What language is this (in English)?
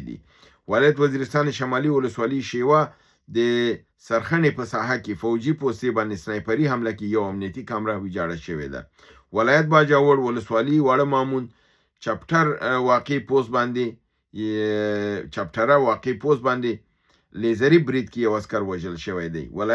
Pashto